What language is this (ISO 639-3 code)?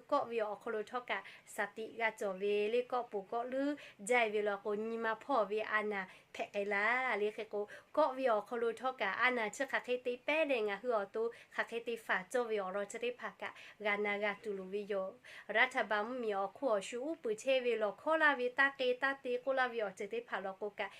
lhu